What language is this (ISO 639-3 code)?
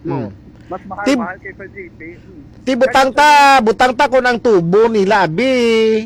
hil